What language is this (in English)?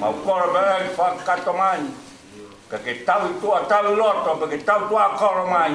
Tongan